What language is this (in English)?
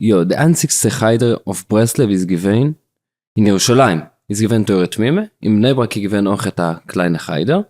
Yiddish